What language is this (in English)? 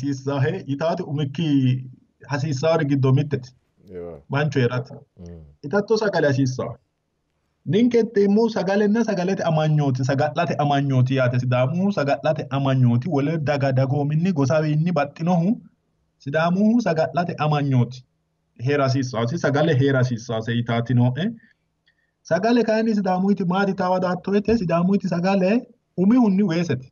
Sidamo